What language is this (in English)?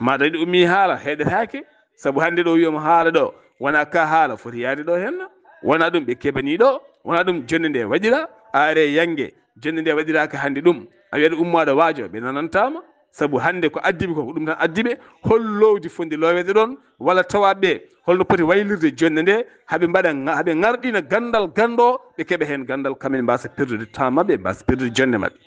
Fula